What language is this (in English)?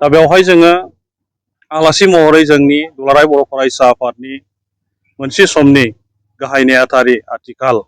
Bodo